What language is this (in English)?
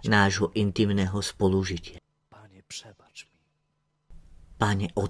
Slovak